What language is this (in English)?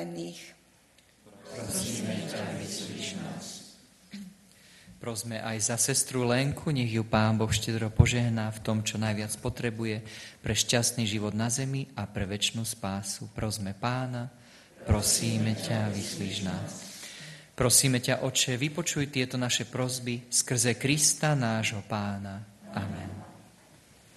Slovak